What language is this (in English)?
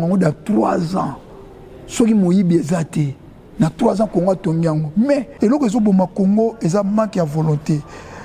Lingala